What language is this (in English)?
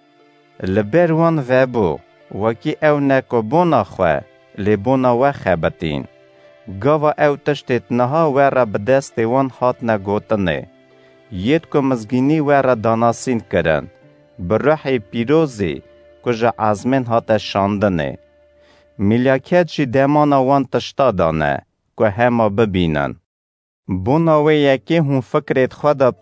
Kurdish